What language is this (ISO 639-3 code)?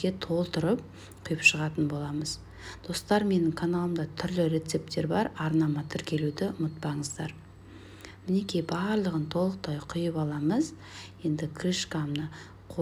kaz